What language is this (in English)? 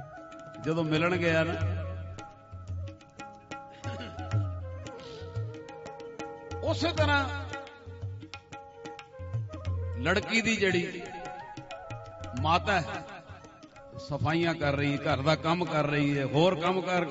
Punjabi